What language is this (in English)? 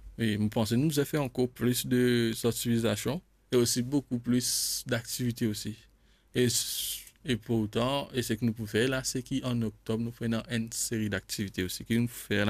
Morisyen